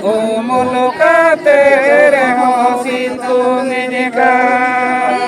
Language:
Santali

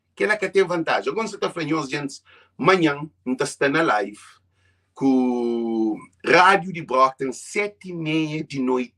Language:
Kabuverdianu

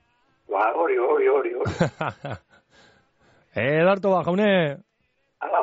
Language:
Basque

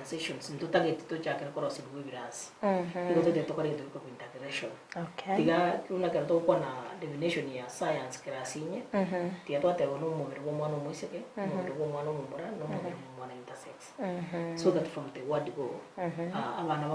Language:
Gusii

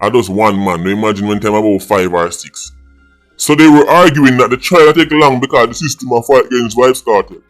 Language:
Jamaican Creole English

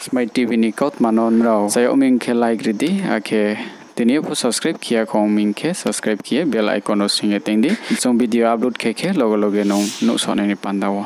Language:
Riang (India)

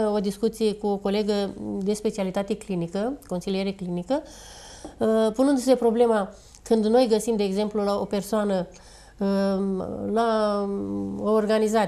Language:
Romanian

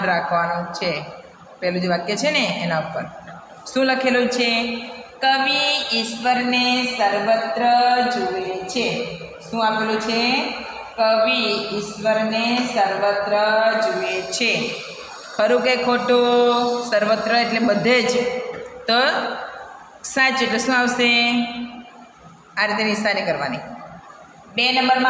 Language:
Gujarati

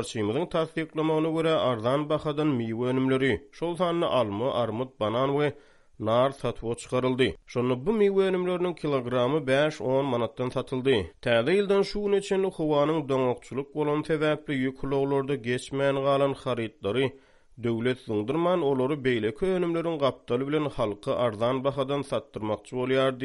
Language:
Turkmen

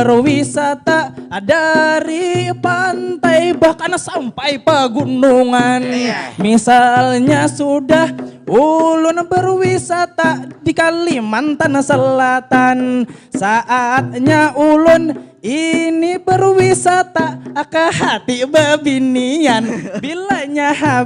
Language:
Banjar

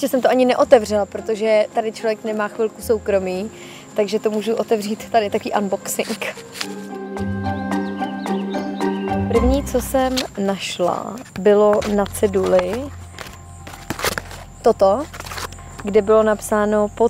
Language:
Czech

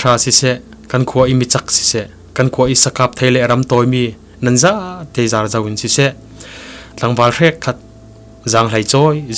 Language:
Falam Chin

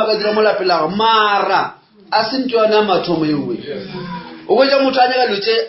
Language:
Northern Sotho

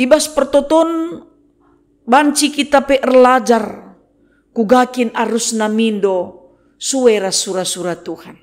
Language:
Batak Karo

